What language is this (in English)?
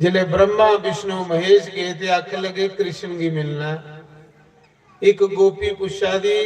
Dogri